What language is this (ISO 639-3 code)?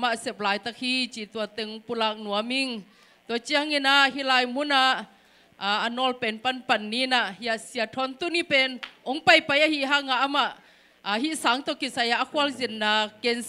ctd